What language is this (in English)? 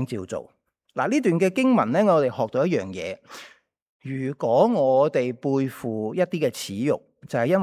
Cantonese